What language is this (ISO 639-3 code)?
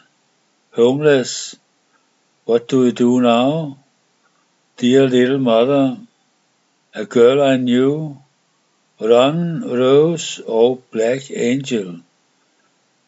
dan